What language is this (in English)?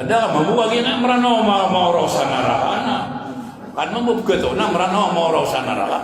Maranao